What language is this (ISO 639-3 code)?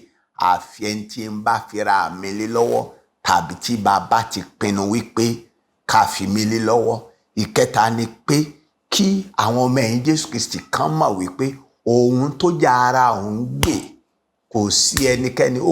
yor